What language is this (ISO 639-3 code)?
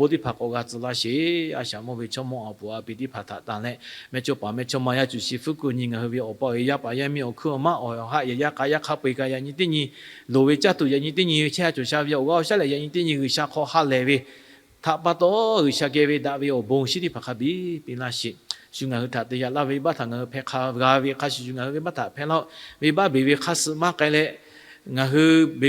lhu